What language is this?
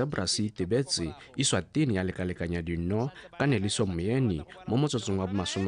Tswana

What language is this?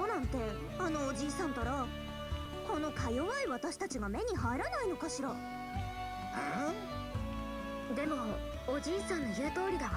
Japanese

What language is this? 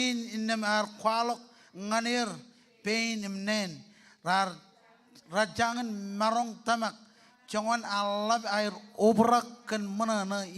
Marshallese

